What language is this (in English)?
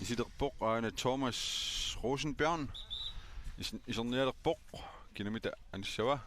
Kalaallisut